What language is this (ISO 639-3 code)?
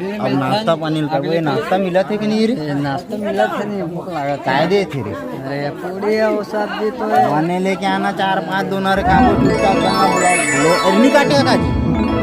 hne